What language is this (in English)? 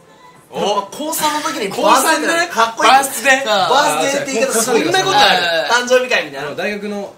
Japanese